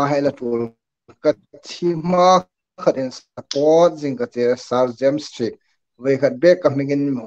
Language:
Hmar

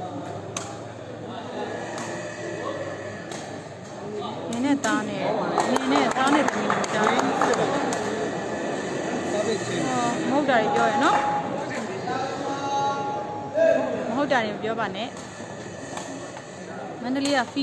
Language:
Burmese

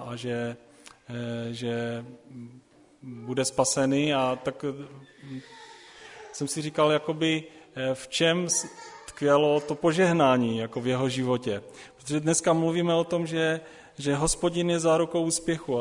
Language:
Czech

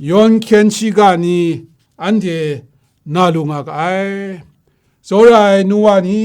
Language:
Kachin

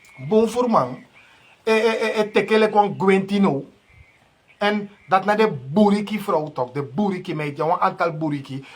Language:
Sranan Tongo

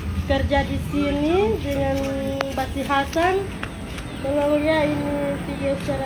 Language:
Manado Malay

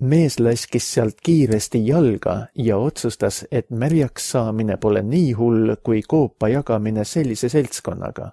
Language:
Estonian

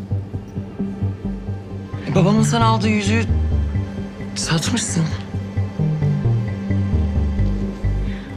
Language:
Turkish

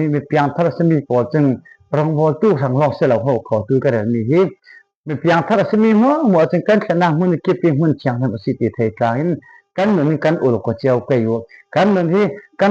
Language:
Falam Chin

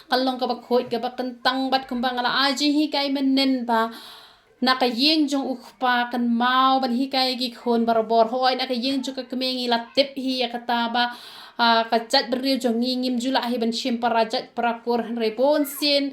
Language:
Khasi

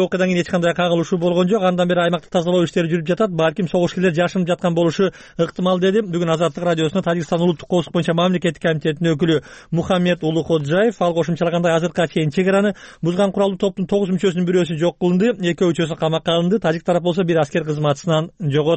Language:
Kyrgyz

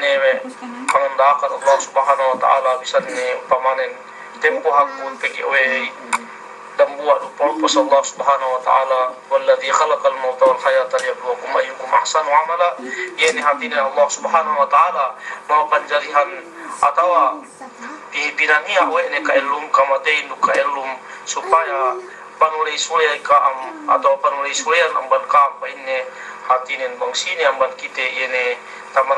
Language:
Yakan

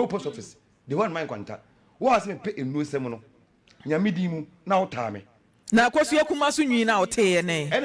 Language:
Akan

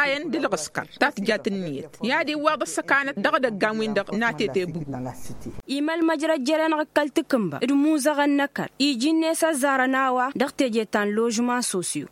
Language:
Tamasheq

